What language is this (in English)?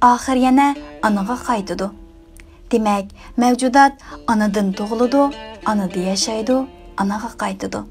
Uyghur